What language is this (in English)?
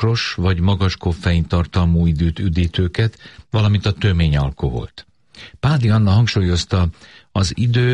Hungarian